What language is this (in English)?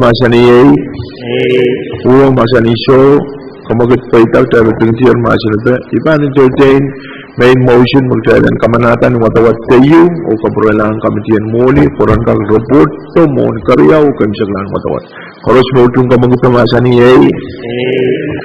Pohnpeian